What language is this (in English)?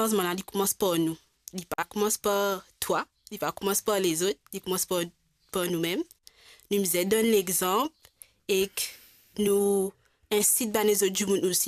Morisyen